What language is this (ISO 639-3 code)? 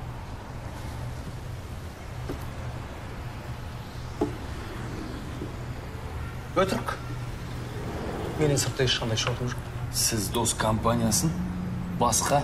kaz